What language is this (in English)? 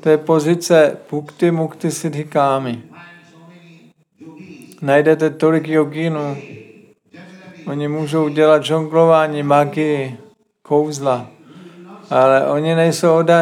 Czech